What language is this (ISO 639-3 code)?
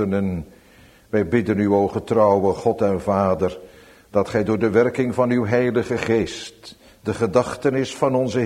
nld